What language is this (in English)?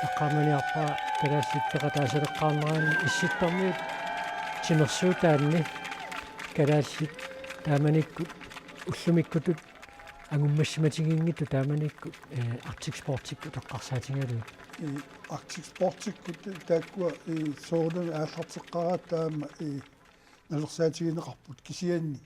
Kalaallisut